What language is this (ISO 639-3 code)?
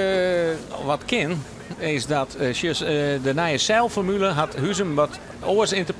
fry